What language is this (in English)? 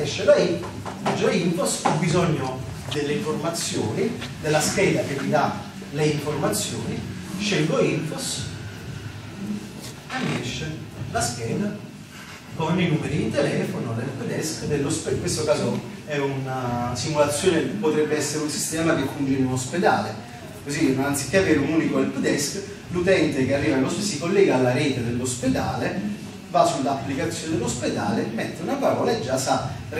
Italian